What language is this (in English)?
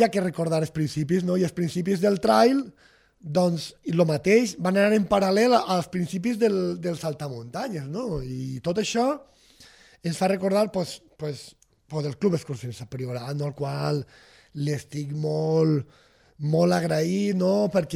Catalan